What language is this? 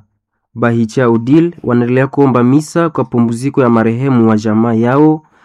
Swahili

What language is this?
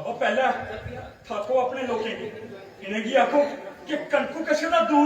Dogri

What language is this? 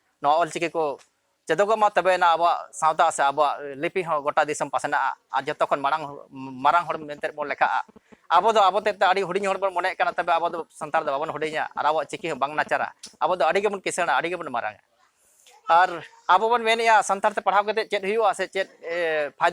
Santali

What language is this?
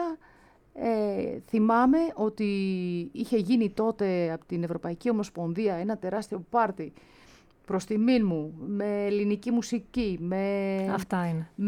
Greek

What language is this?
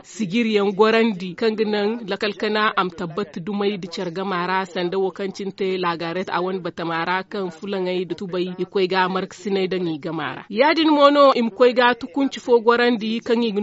Zarma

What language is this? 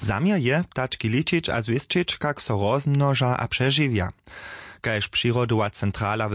Upper Sorbian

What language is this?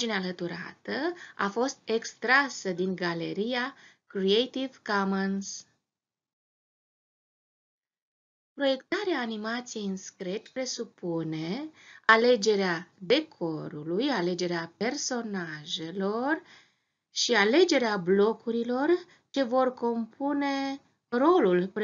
Romanian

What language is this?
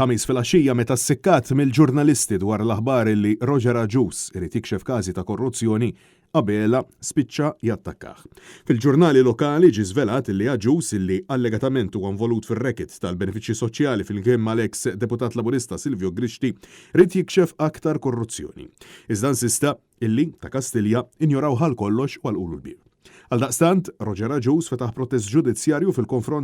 Maltese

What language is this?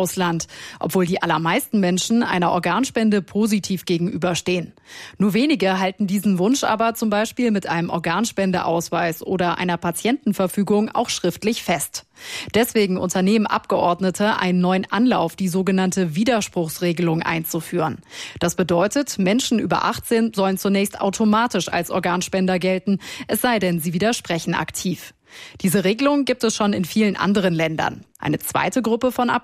German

